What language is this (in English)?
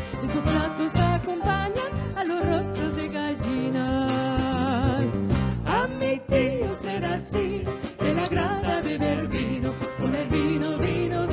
Ladino